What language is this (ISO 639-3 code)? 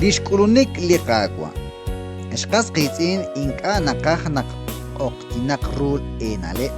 kek